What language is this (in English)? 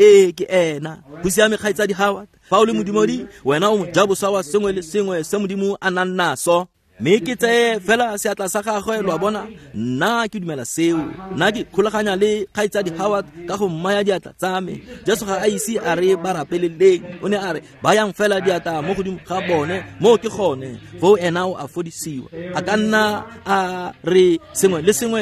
Tswana